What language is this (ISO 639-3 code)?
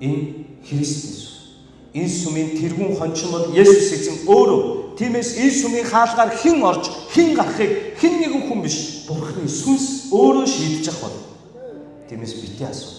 mon